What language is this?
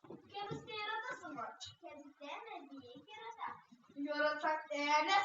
Tatar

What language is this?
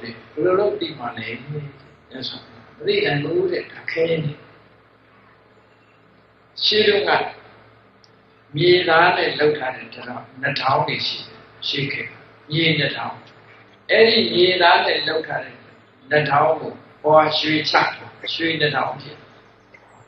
Burmese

